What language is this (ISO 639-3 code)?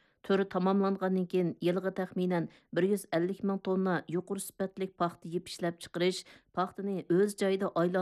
uig